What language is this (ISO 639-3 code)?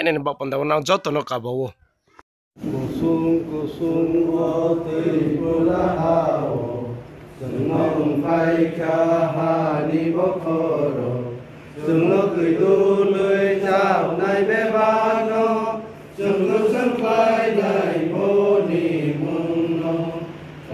ria